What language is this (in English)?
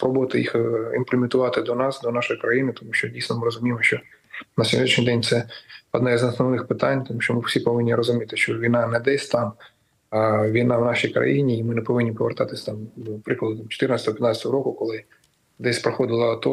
Ukrainian